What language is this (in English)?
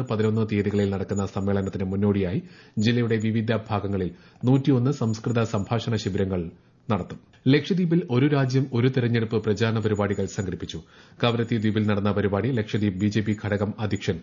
Malayalam